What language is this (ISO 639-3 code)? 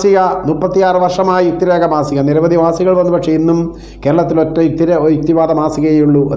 mal